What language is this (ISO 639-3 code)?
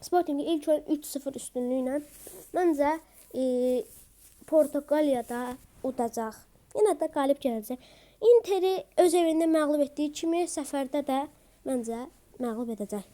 aze